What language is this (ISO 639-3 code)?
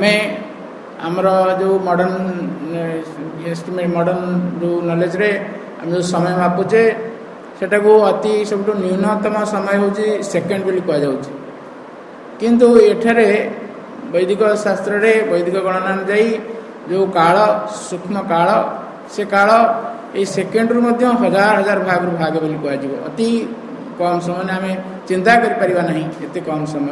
ori